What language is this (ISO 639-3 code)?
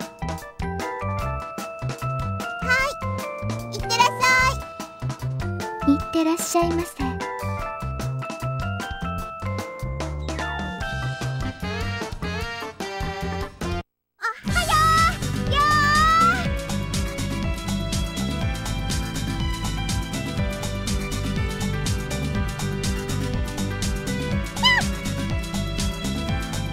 jpn